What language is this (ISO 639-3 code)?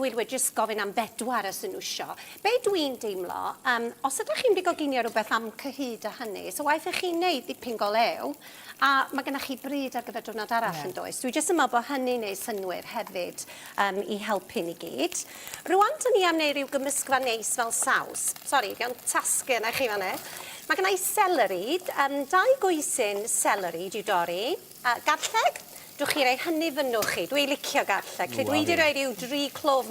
cym